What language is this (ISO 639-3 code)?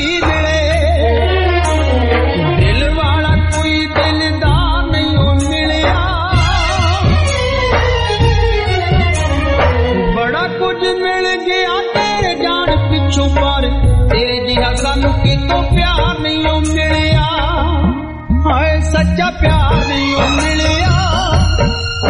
pan